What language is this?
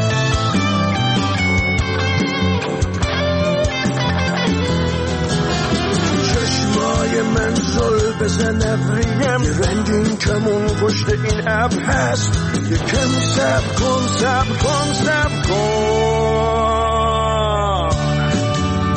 Persian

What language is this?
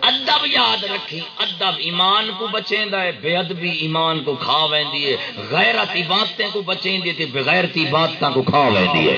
Saraiki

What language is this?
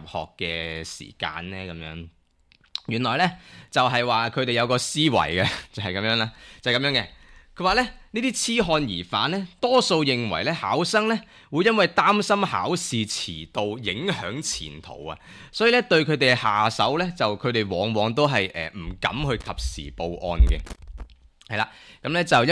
Cantonese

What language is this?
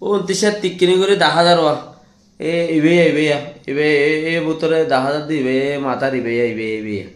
Rohingya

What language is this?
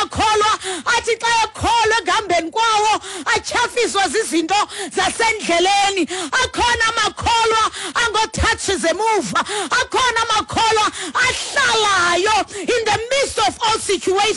Xhosa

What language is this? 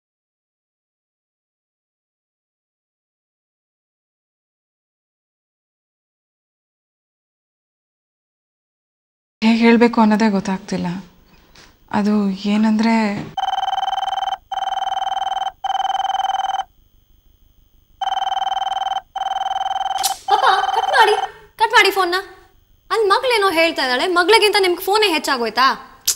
Kannada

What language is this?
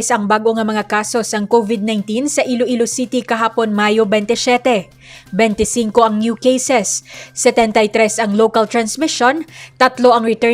Hiligaynon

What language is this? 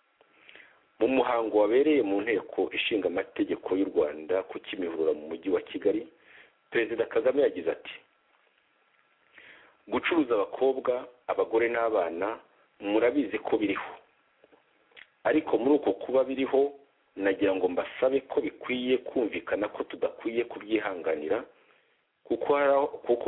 Kinyarwanda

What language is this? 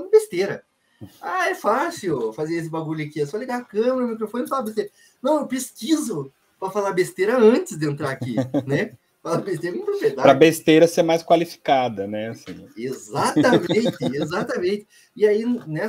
Portuguese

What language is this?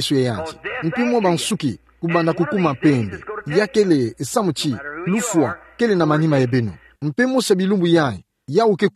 Kituba (Democratic Republic of Congo)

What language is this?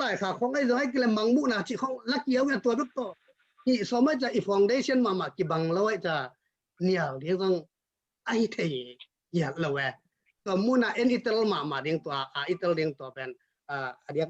Tedim Chin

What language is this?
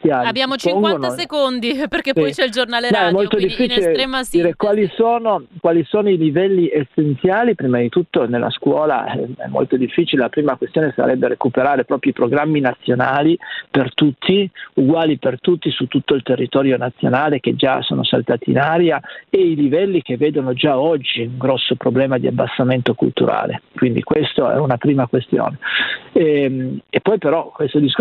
Italian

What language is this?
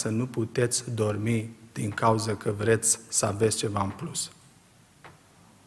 Romanian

